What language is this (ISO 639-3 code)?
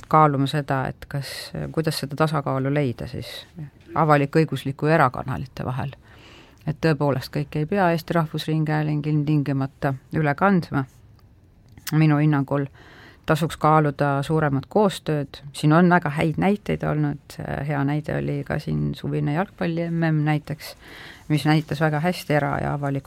est